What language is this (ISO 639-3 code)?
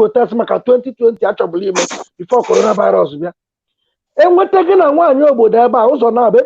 ibo